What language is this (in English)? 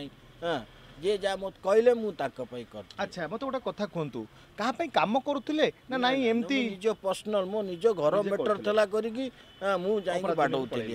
Odia